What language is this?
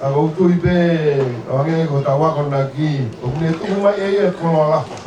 Tongan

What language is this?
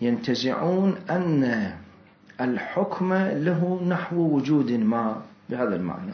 Mesopotamian Arabic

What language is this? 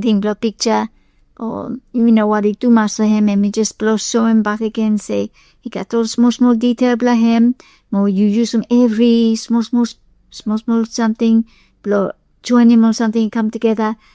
Bislama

